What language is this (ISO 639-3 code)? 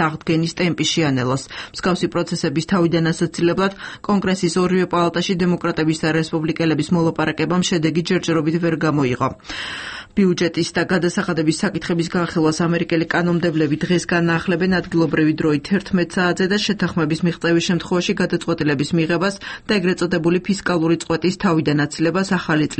kat